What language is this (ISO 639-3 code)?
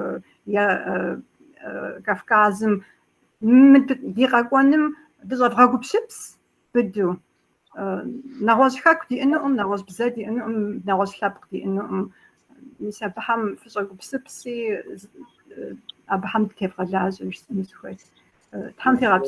kbd